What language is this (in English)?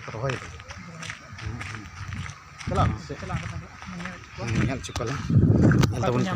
Santali